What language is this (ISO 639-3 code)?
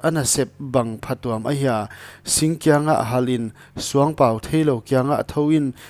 pck